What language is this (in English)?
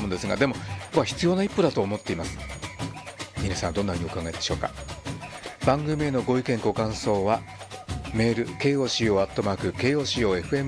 Japanese